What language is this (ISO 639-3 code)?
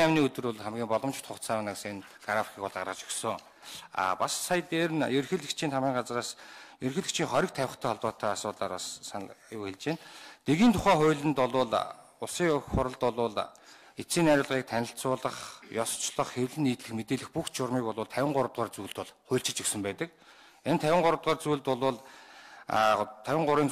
mon